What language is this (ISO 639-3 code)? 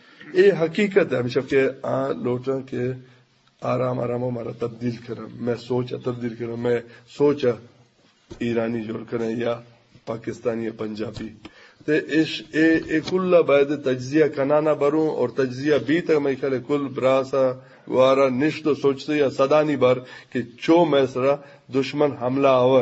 bgp